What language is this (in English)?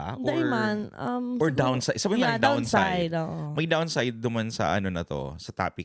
Bikol